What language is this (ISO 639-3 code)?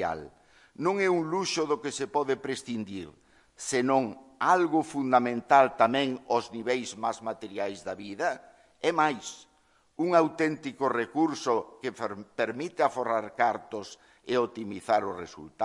glg